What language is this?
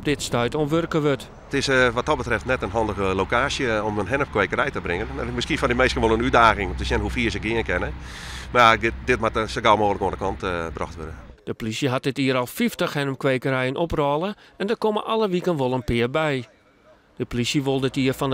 Western Frisian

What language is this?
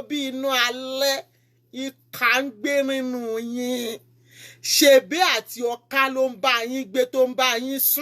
Yoruba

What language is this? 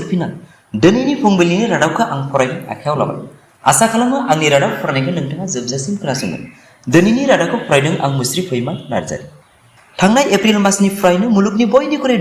Bodo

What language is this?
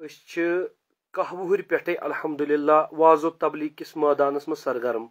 Kashmiri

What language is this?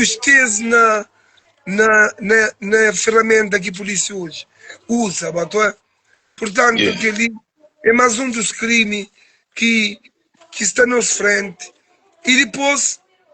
Kabuverdianu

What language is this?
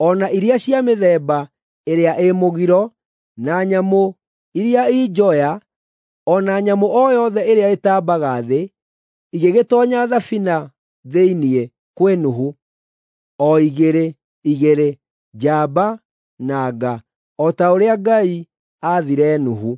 Kikuyu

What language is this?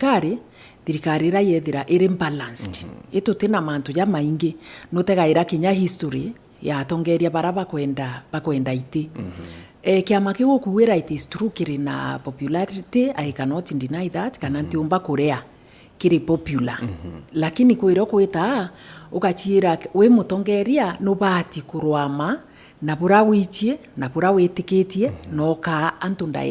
Meru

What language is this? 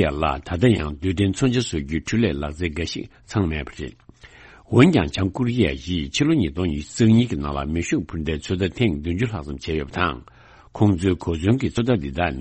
Tibetan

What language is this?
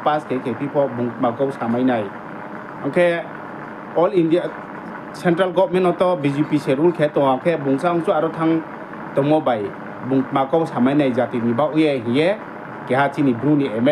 Riang (India)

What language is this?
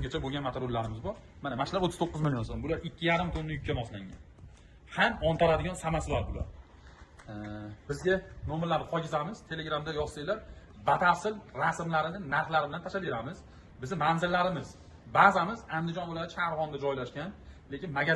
Uzbek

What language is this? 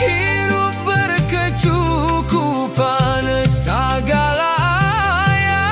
Sundanese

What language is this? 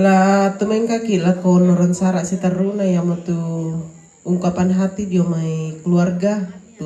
Toraja-Sa'dan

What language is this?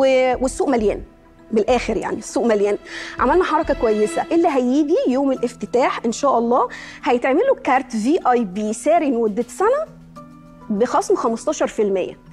Egyptian Arabic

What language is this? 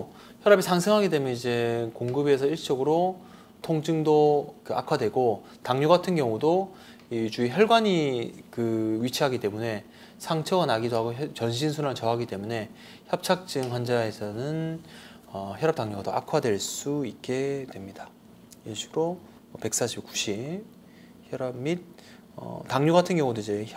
Korean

